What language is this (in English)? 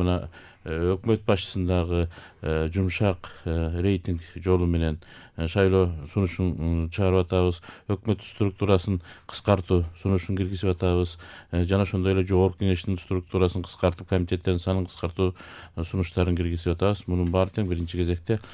Kyrgyz